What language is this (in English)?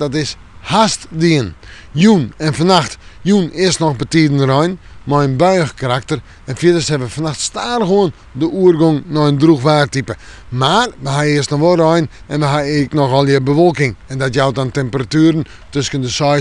Western Frisian